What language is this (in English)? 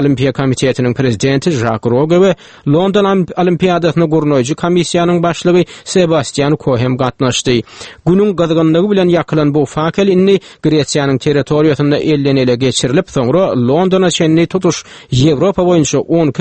Turkmen